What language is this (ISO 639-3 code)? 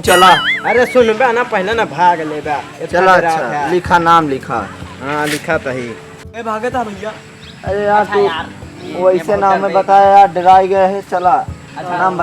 awa